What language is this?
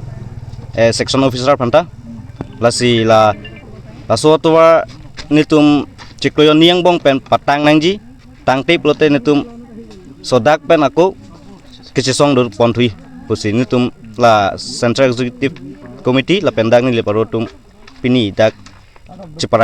Karbi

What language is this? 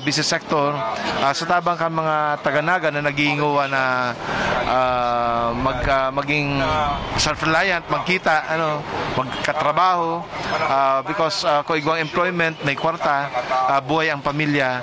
Bikol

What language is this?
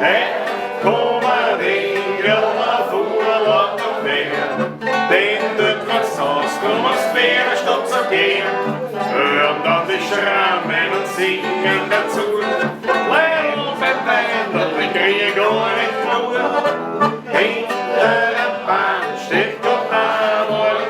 Bavarian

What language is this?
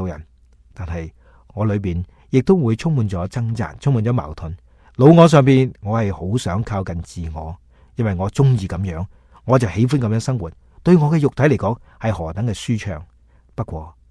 Cantonese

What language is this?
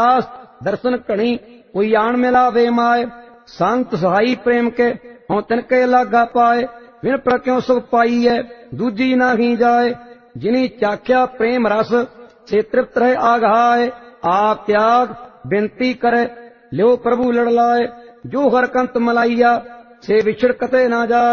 Punjabi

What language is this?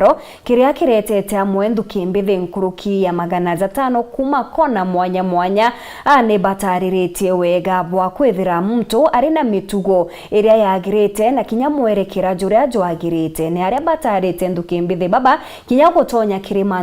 Meru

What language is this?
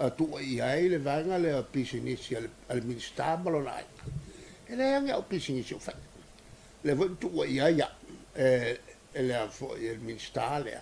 Samoan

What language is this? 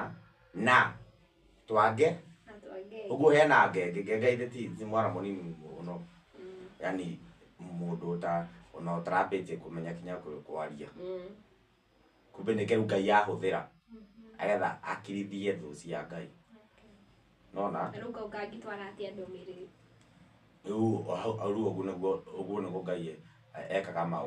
Kikuyu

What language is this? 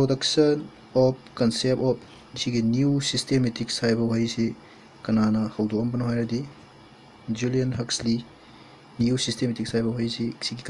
Manipuri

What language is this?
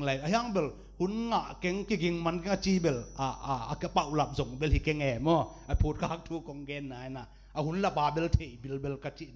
Tedim Chin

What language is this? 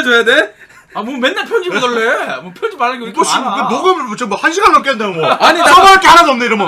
Korean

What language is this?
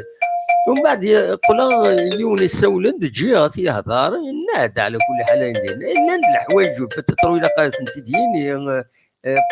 Kabyle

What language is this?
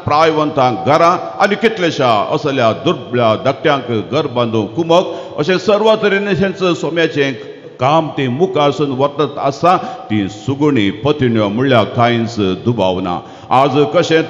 Konkani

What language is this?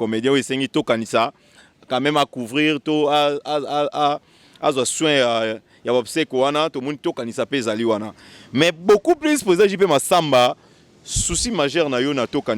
Lingala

